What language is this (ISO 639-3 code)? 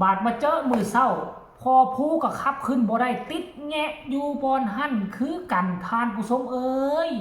tts